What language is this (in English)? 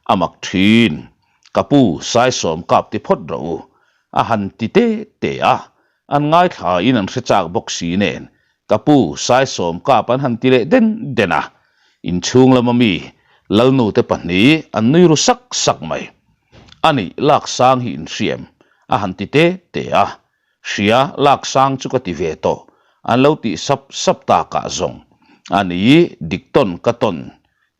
Mizo